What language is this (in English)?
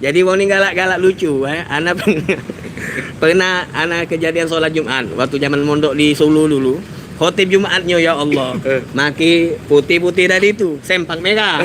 Musi